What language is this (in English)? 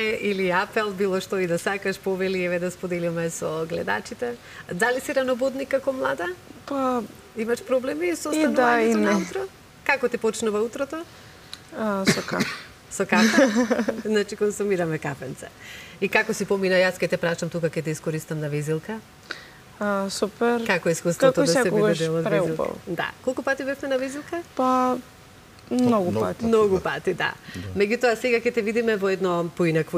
Macedonian